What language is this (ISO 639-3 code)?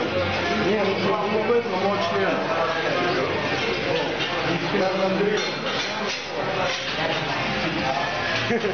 ukr